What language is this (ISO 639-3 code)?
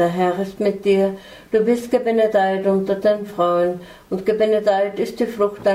deu